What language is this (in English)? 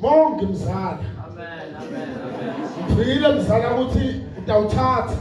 Zulu